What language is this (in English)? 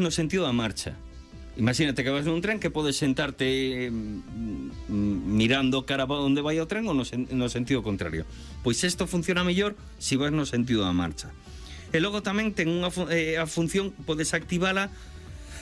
Galician